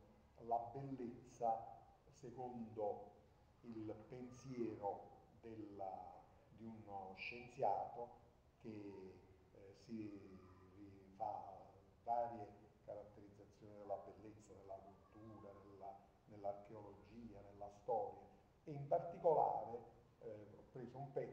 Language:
Italian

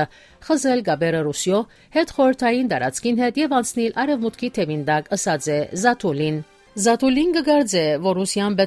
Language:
Western Armenian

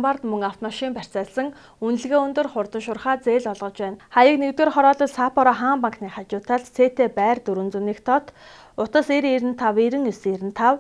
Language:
Mongolian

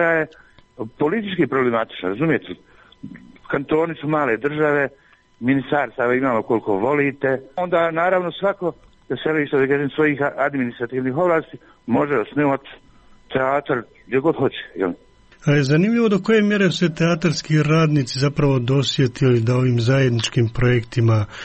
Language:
Serbian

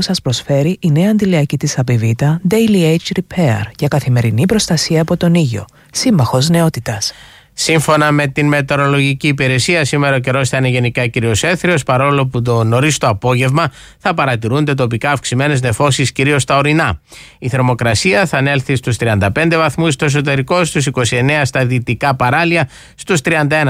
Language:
Greek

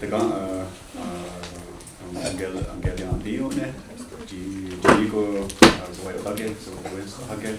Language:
Mohawk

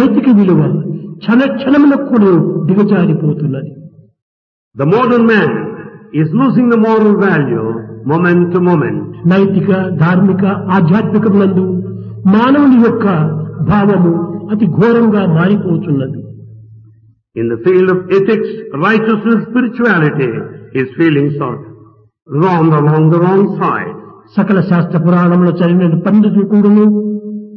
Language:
Telugu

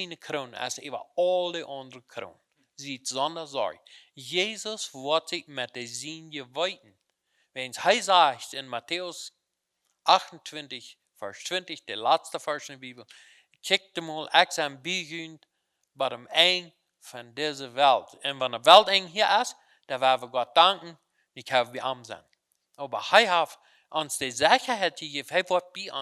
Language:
Plautdietsch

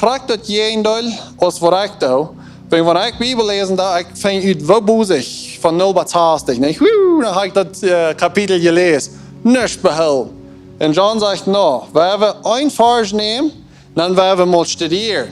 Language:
Plautdietsch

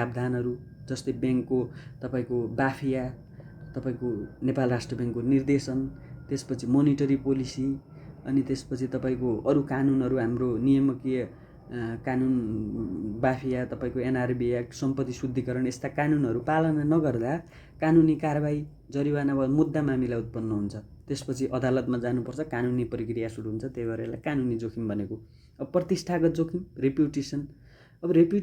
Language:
Nepali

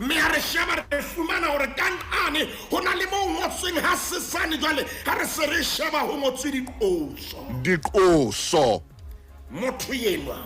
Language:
Southern Sotho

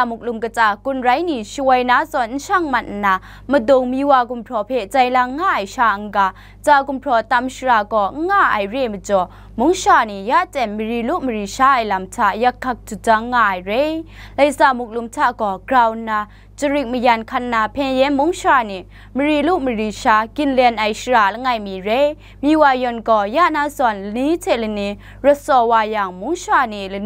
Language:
Kachin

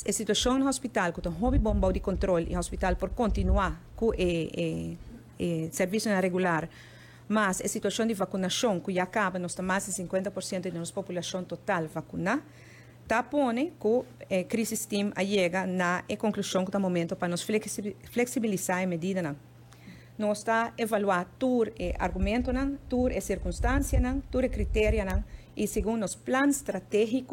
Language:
Papiamento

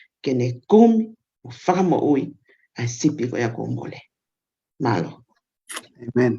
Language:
Tongan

